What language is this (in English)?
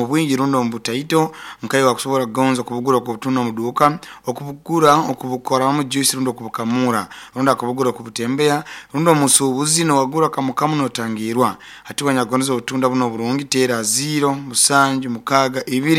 Nyoro